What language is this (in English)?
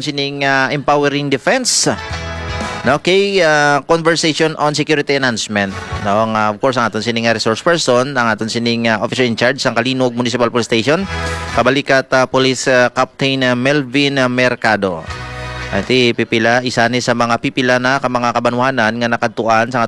Hiligaynon